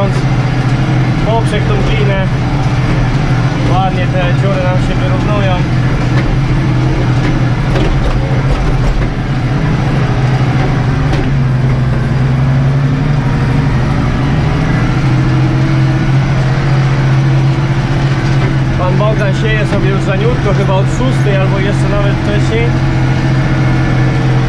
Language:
Polish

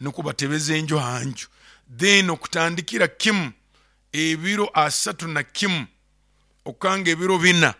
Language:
Nyoro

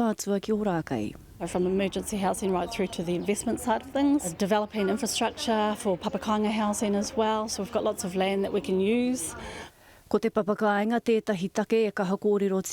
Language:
Māori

